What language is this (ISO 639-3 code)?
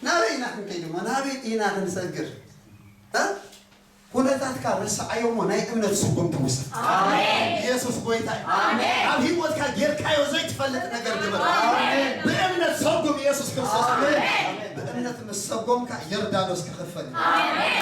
tir